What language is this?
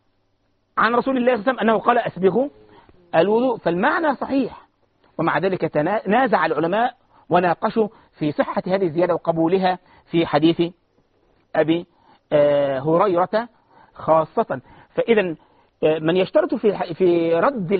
Arabic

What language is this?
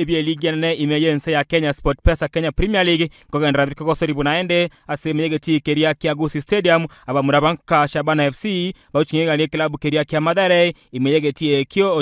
Gusii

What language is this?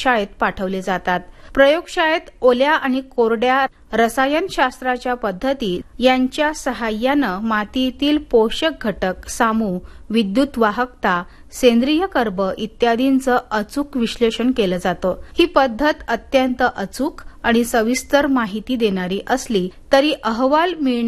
Marathi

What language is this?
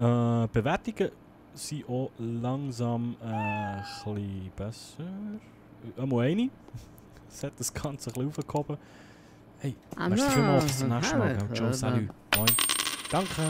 Swiss German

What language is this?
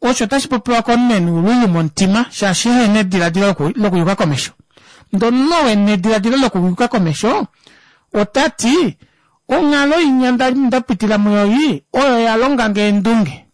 Kuanyama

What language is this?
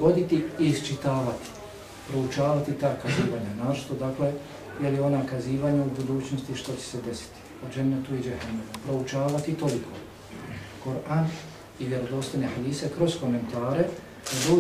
Bosnian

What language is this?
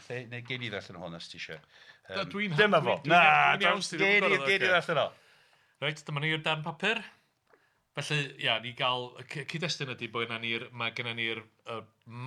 Welsh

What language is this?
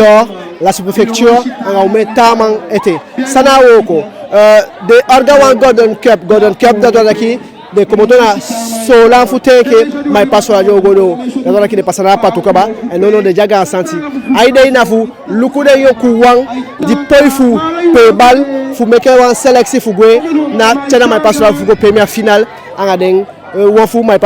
Eastern Maroon Creole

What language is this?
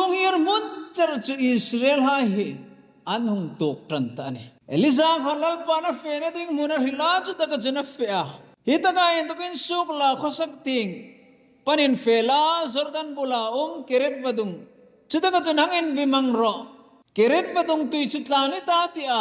Hmar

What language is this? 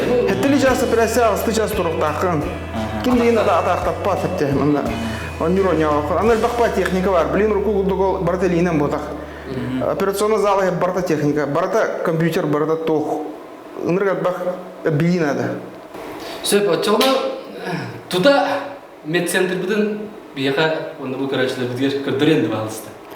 Yakut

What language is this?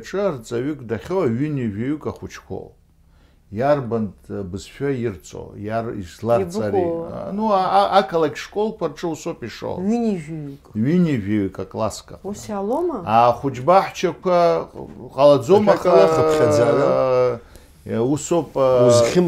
Abkhazian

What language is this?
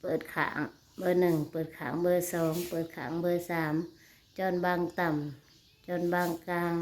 Northeastern Thai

